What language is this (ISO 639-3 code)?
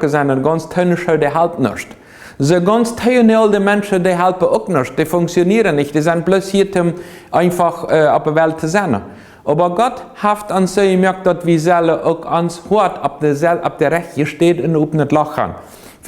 pdt